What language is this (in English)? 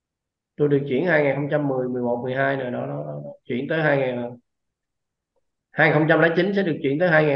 Vietnamese